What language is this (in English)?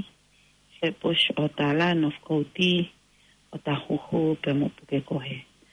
Tongan